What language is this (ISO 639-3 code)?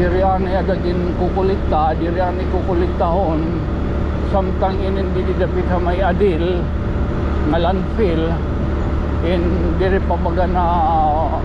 war